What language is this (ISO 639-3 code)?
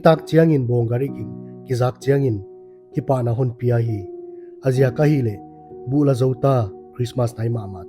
pck